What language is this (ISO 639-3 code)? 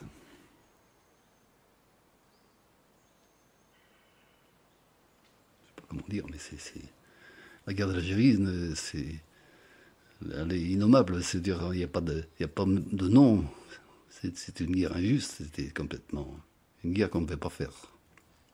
fra